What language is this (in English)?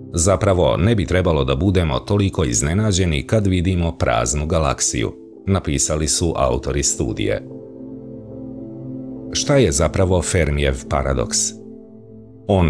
Serbian